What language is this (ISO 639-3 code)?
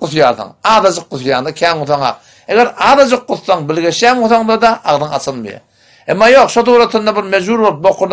tuk